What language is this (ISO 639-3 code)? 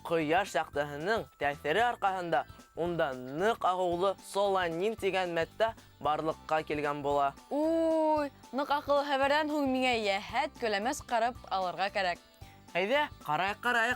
bak